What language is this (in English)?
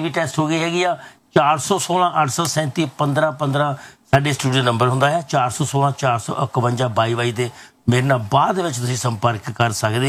Punjabi